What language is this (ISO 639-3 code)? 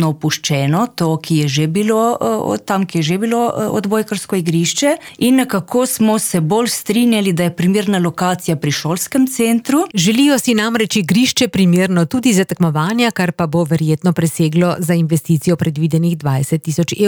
slv